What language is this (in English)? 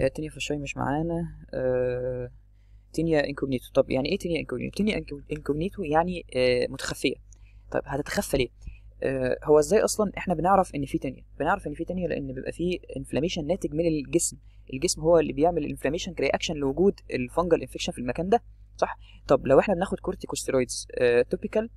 Egyptian Arabic